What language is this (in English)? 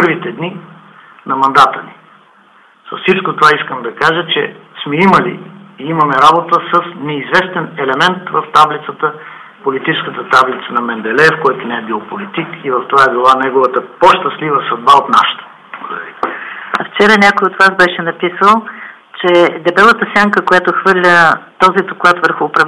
Bulgarian